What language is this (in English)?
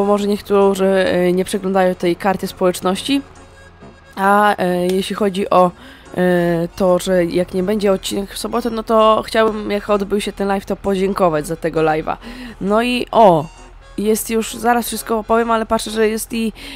Polish